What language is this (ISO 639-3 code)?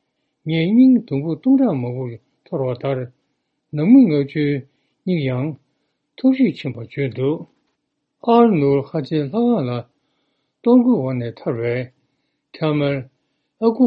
bod